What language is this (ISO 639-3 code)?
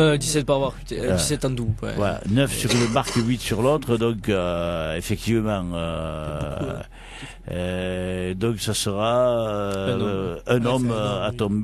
fra